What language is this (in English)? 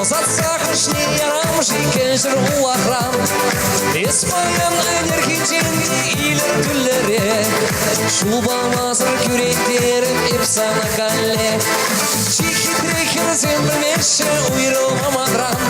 Chuvash